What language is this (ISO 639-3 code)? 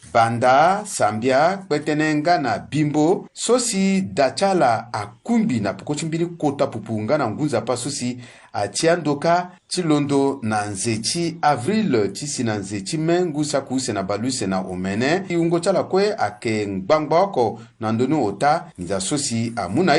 sag